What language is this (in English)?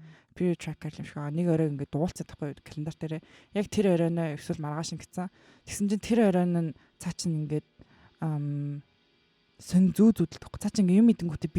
Mongolian